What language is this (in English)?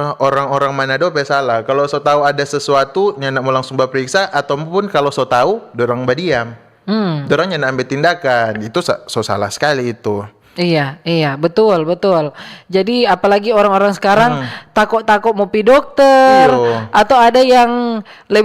Manado Malay